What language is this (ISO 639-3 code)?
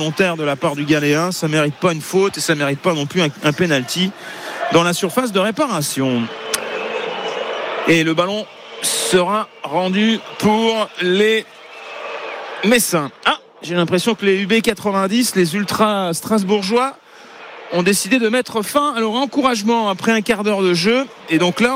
fra